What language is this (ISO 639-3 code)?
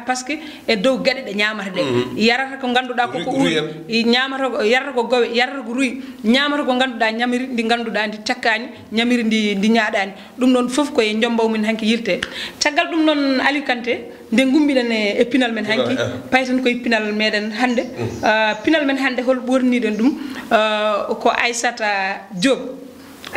ful